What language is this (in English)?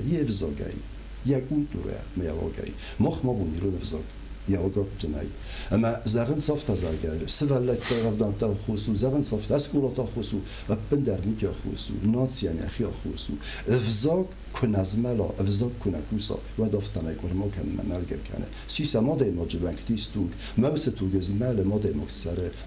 Ossetic